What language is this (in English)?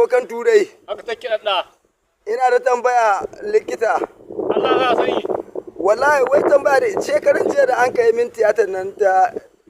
Hausa